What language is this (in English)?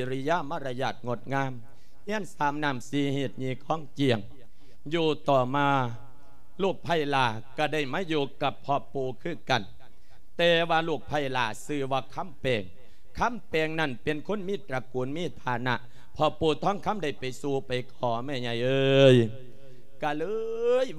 Lao